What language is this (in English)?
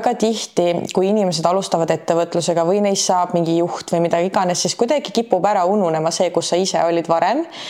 Estonian